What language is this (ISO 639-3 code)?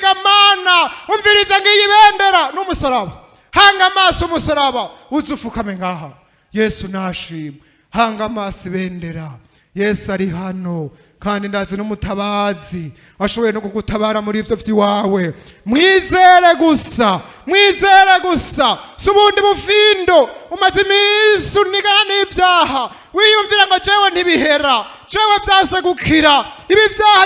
run